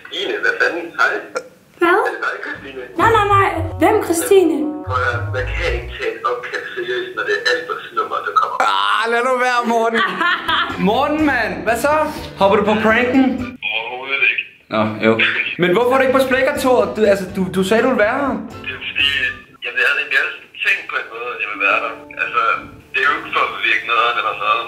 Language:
Danish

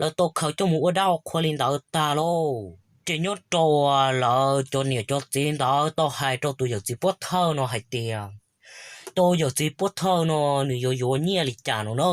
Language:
Hmong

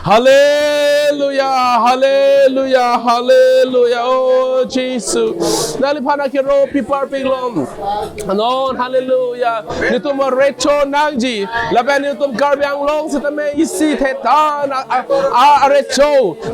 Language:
Karbi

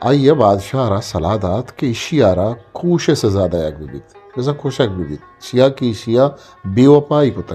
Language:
Eastern Balochi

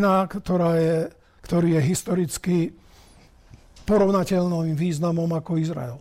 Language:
Slovak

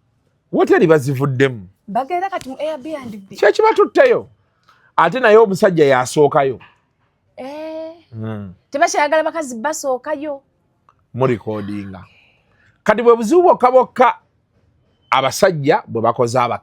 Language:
Ganda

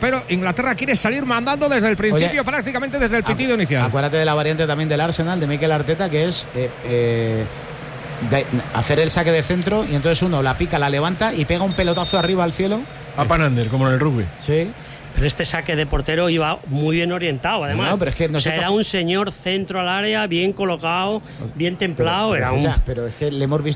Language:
Spanish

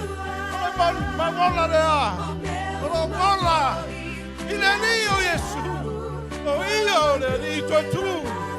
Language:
Samoan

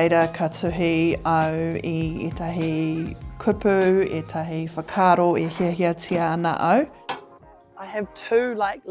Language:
Māori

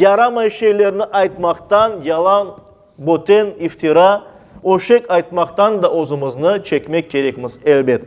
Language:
Crimean Tatar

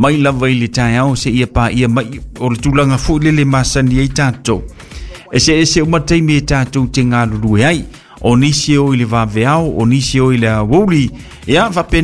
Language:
Samoan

